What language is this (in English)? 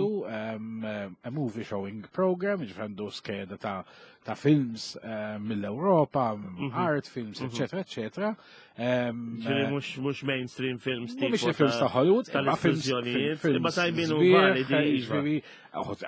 Maltese